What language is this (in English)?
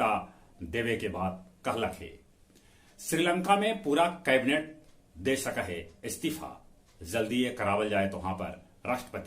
Magahi